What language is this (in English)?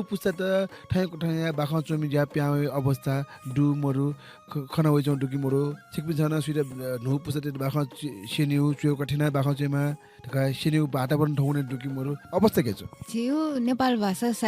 Newari